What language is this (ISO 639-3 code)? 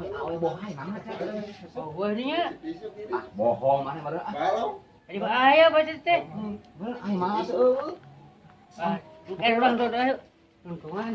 sun